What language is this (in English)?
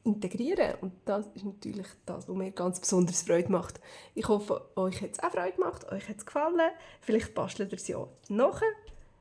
Swiss German